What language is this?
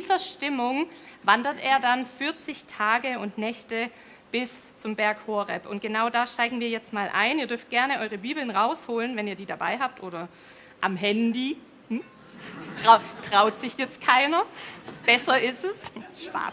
Swiss German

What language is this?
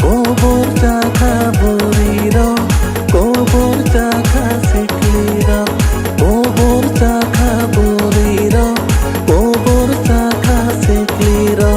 Kok Borok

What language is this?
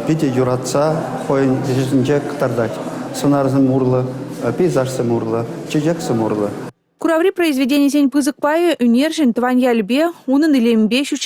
Chuvash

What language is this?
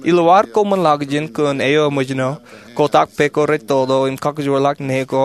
Marshallese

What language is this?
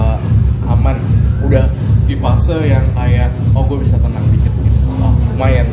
Indonesian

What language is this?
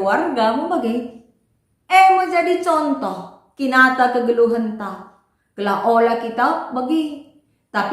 Batak Karo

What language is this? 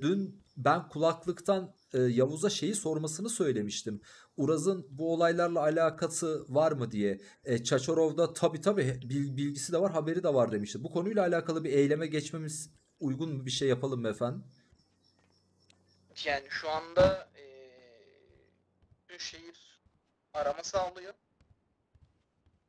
Turkish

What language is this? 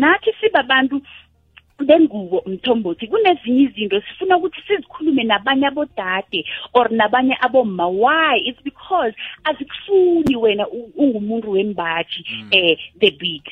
South Ndebele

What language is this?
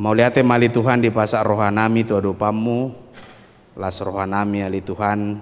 Batak Toba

